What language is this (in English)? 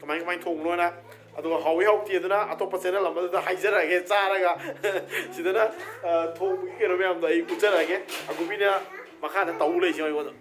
Manipuri